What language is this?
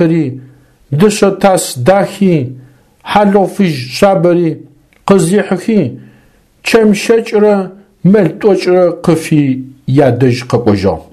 Adyghe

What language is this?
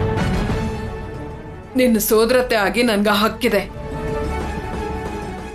Kannada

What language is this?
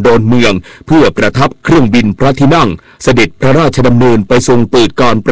Thai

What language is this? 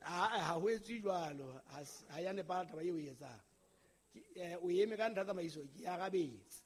Southern Sotho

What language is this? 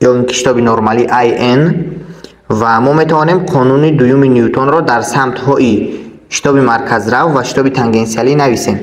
Tajik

